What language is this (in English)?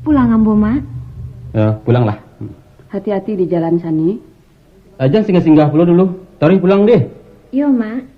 Minangkabau